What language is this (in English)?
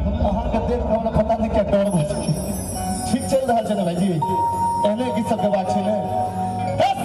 Maithili